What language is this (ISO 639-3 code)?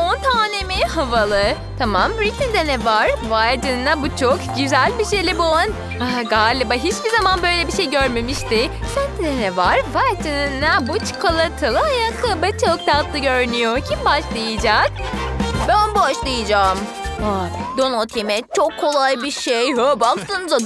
tur